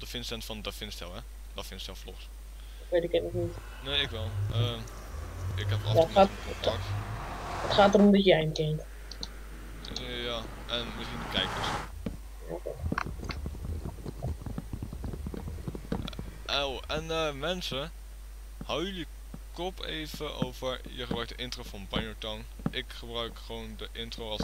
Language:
Dutch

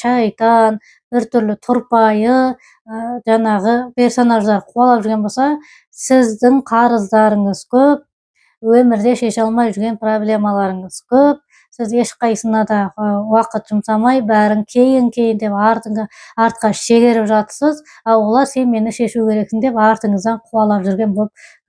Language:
Kazakh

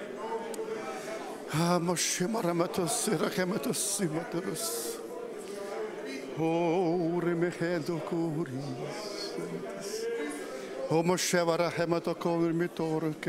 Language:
Ukrainian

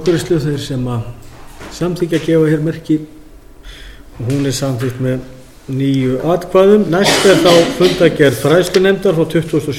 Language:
Icelandic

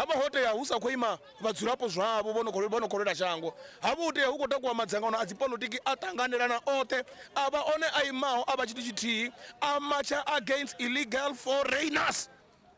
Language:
Venda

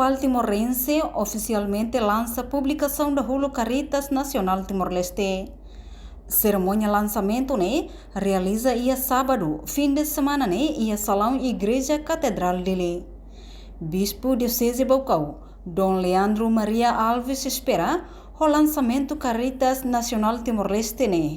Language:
Tetum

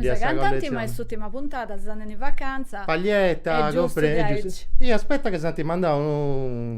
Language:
Sardinian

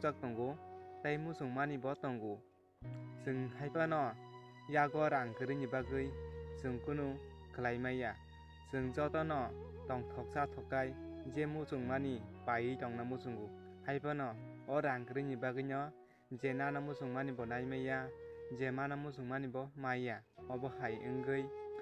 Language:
Kok Borok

